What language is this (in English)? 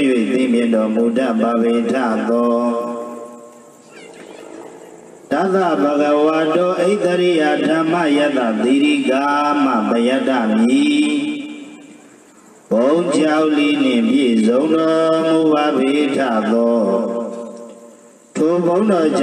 Burmese